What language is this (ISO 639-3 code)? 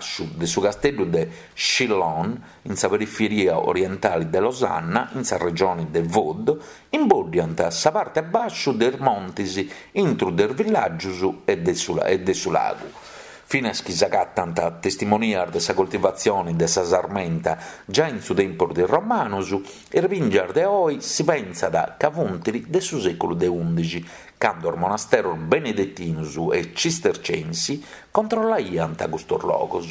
srd